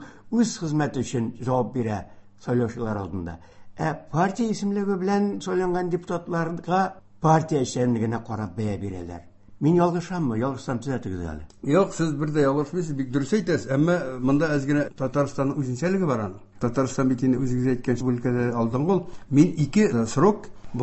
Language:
Tatar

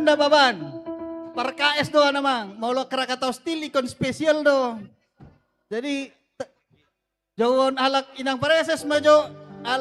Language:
Batak Toba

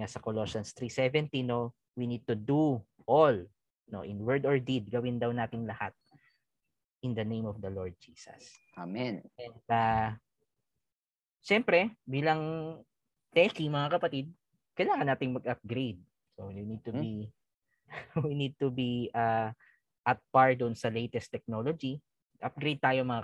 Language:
Filipino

